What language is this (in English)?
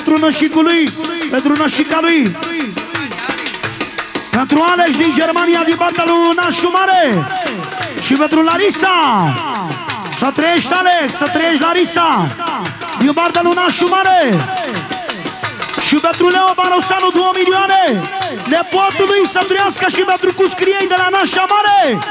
Romanian